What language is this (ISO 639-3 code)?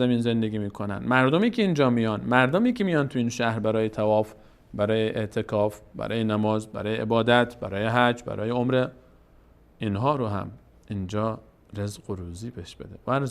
fas